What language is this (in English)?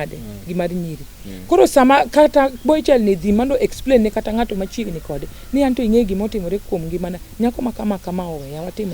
Luo (Kenya and Tanzania)